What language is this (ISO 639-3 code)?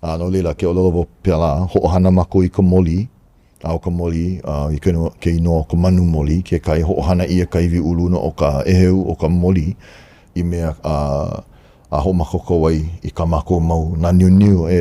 haw